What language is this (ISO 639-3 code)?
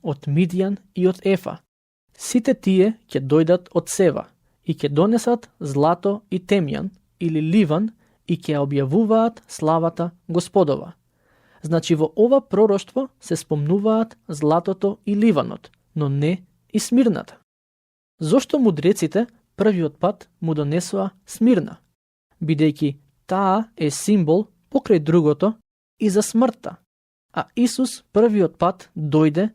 mkd